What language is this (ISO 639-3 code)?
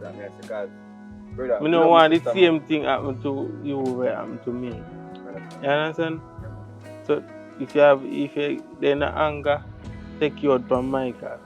jam